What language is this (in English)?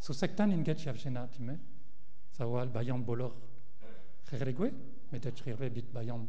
Mongolian